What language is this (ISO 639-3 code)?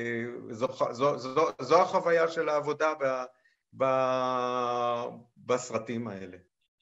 heb